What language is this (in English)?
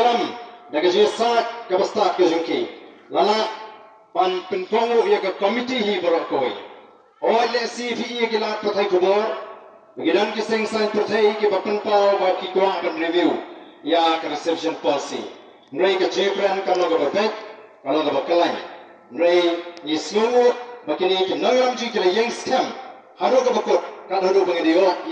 Khasi